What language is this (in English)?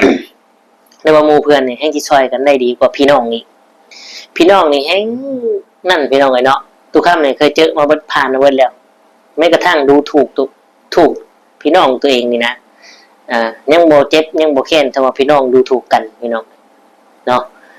Lao